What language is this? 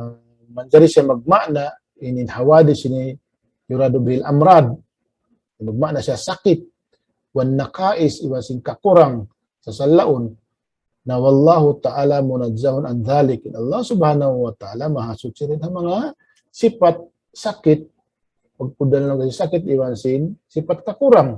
Tausug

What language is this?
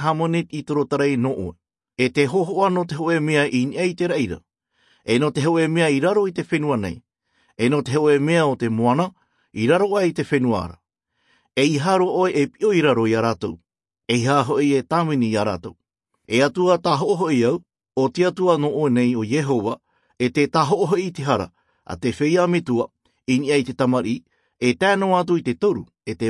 Tahitian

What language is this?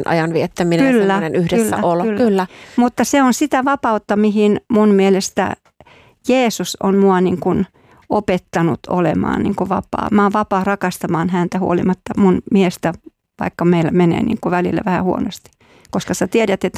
Finnish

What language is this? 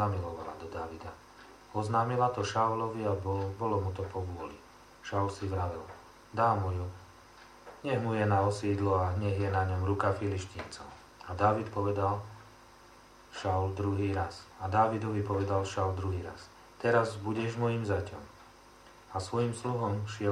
Slovak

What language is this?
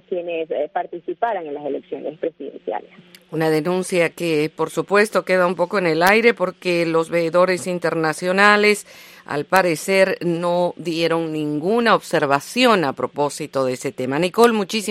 Spanish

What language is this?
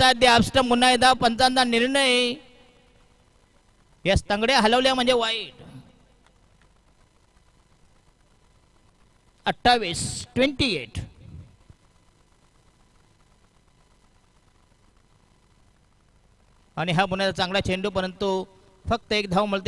Marathi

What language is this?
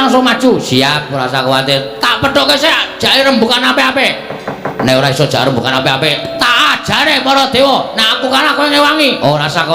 Javanese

